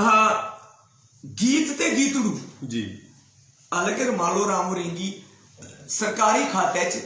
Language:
Dogri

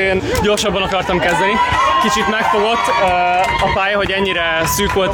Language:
Hungarian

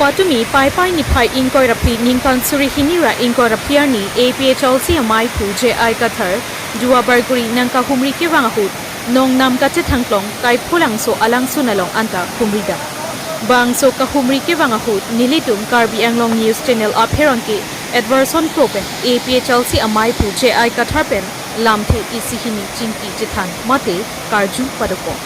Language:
Karbi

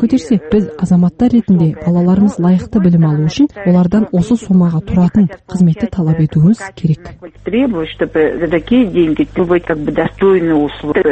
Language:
Kazakh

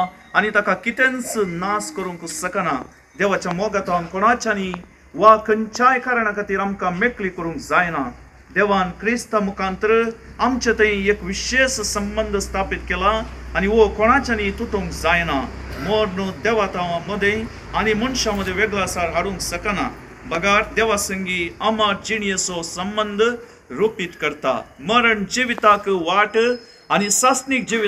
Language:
Konkani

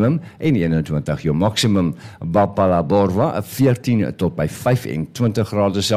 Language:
Afrikaans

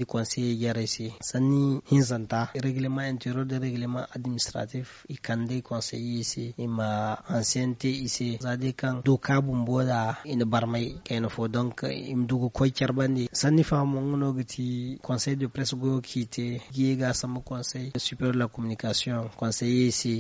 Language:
Zarma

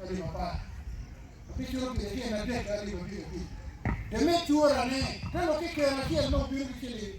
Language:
Acoli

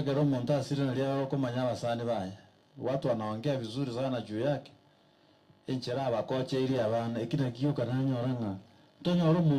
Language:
Gusii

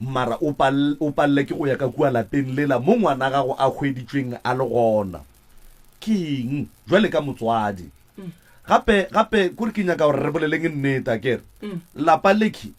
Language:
Northern Sotho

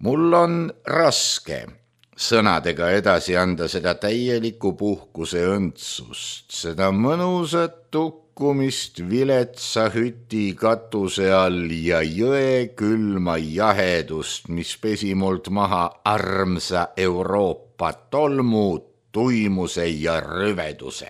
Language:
Estonian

